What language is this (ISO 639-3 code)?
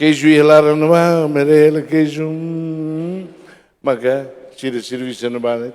tet